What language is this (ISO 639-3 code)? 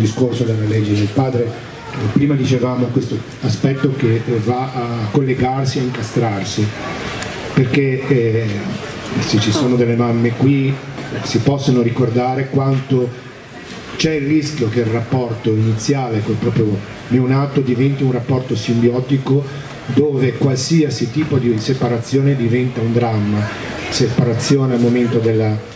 ita